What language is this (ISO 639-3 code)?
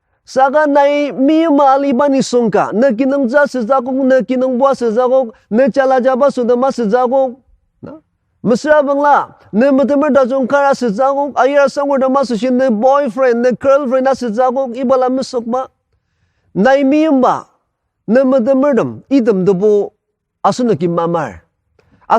njo